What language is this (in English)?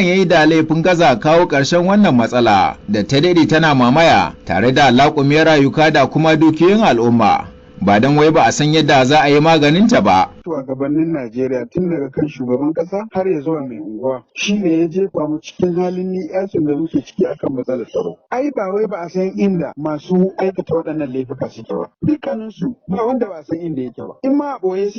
Hausa